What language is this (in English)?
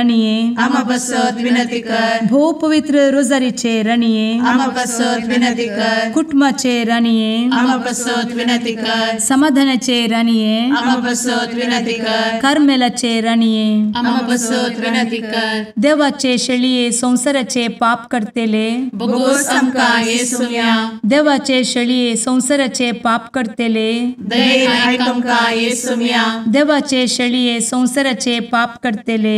Konkani